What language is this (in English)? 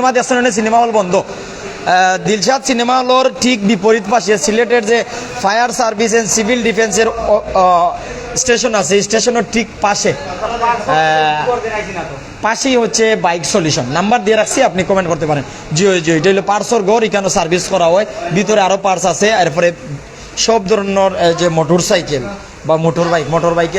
Sylheti